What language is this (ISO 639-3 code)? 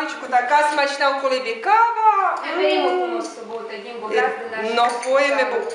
rue